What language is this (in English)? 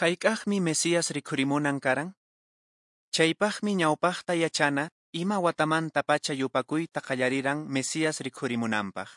Quechua